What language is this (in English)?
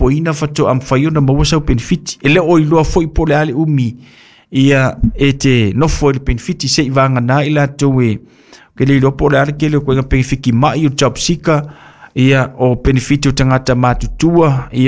Samoan